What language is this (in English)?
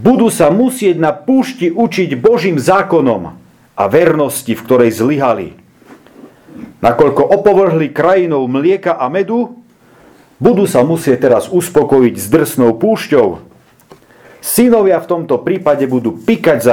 Slovak